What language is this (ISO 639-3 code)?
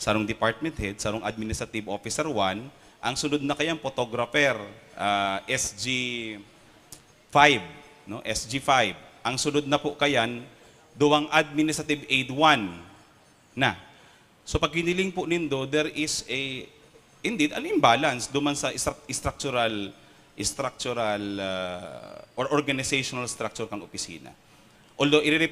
bik